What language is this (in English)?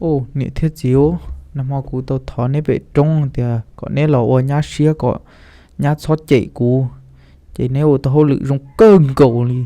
Hmong